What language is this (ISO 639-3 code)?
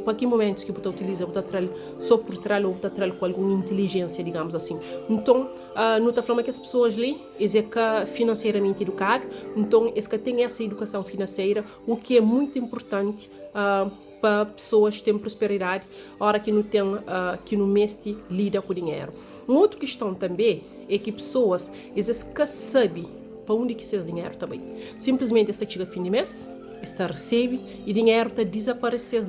kea